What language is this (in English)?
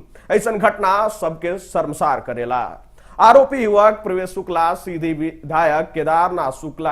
Bhojpuri